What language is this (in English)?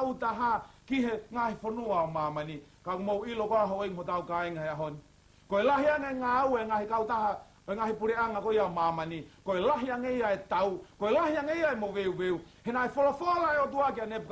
Tongan